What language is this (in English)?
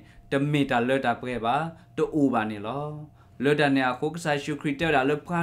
S'gaw Karen